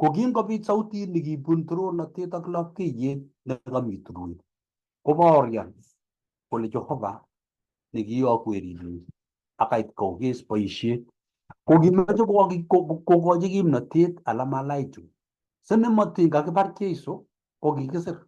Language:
Kalenjin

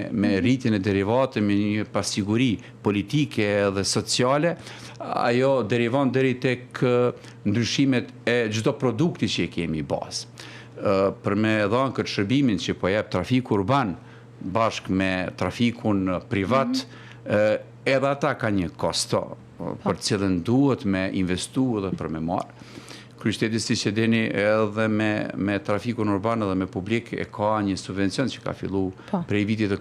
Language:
Albanian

